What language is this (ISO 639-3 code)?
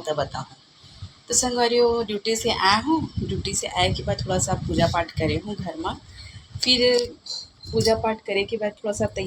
hne